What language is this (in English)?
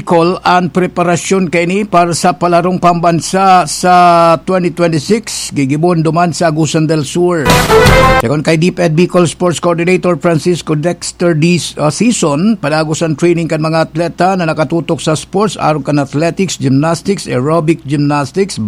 Bikol